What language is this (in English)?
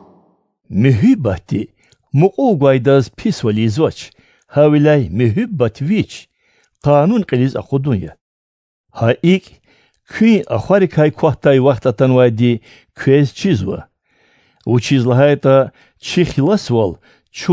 Lezghian